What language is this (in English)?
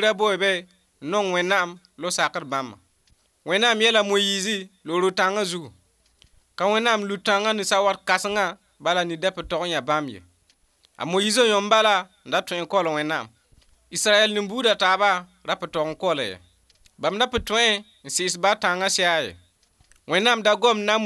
Mossi